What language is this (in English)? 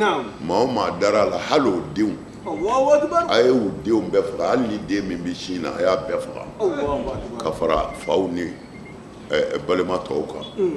Bambara